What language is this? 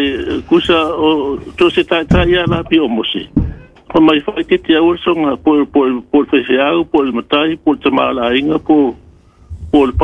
Samoan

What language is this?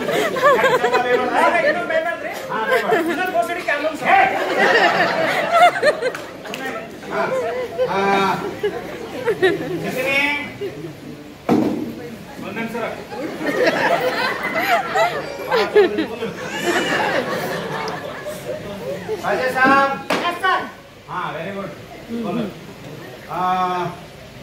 Kannada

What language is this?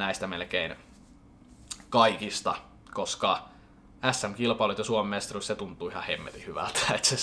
Finnish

